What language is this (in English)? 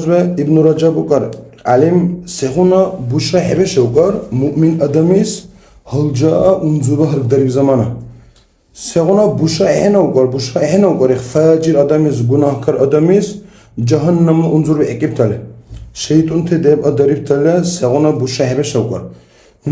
Dargwa